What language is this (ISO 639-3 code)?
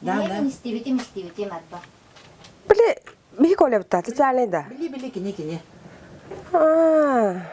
sah